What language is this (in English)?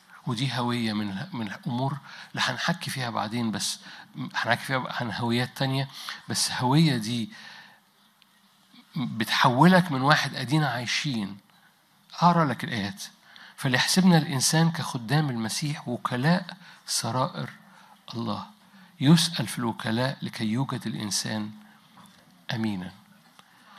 Egyptian Arabic